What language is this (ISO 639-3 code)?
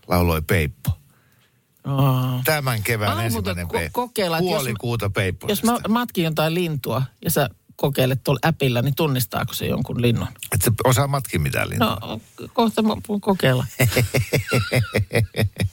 fin